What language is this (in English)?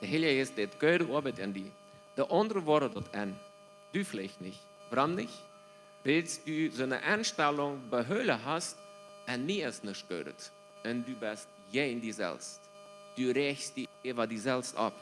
Plautdietsch